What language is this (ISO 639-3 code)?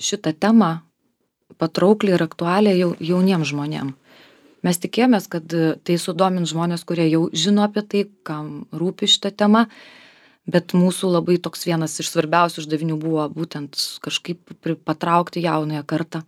lit